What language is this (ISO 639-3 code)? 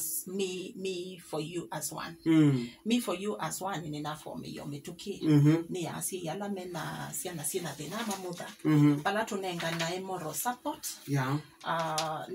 kam